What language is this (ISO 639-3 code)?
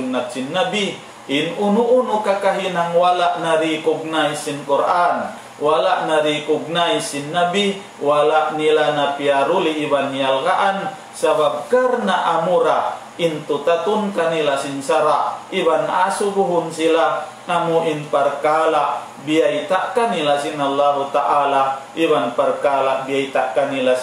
tsg